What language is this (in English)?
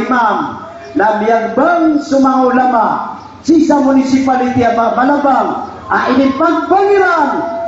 Maranao